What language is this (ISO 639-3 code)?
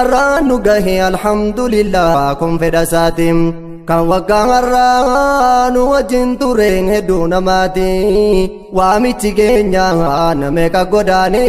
orm